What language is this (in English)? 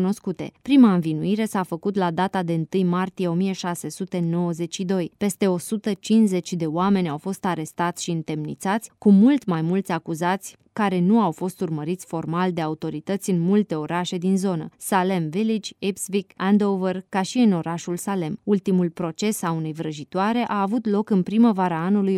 Romanian